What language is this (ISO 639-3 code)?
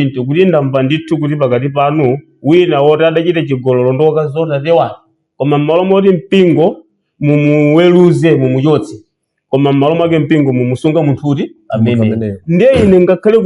nya